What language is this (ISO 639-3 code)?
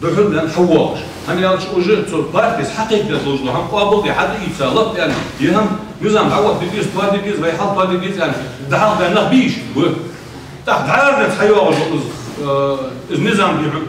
inh